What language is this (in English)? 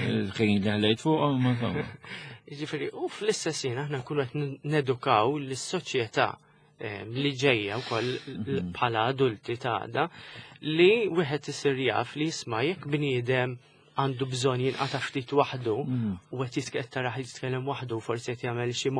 Maltese